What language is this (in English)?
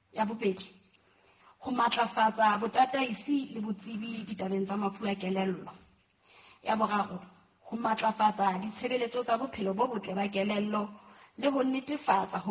Southern Sotho